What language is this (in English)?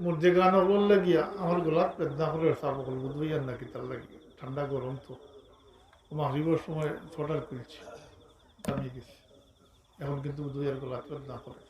Sylheti